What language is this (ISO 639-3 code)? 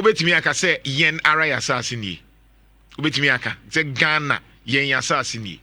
aka